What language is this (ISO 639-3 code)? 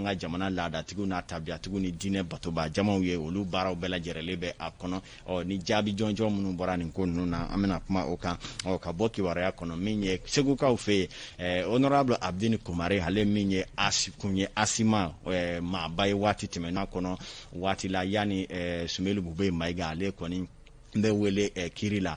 bam